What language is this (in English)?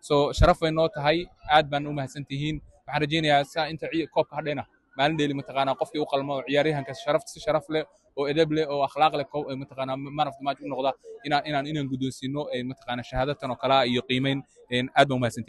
Somali